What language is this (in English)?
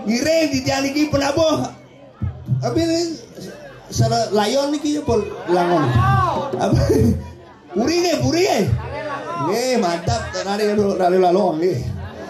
Balinese